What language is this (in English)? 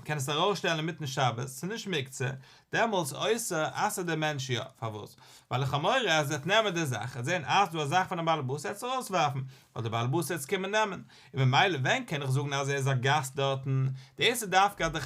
Yiddish